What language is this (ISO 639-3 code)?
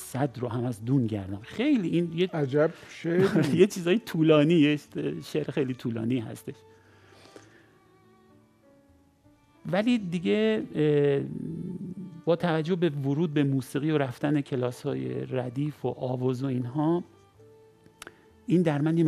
fas